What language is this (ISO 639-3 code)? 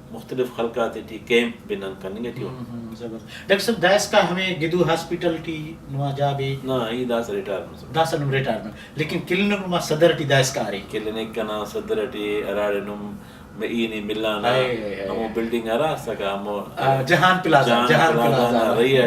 brh